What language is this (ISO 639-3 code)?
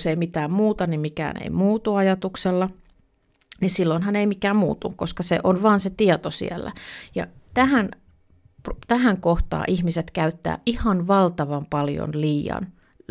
fin